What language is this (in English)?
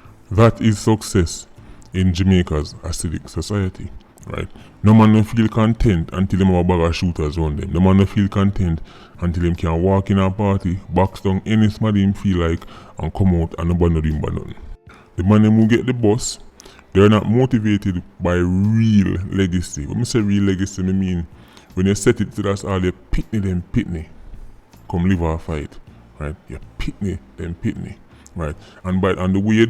Jamaican Creole English